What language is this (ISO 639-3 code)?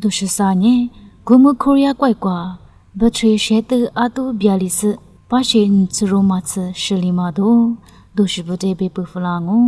lis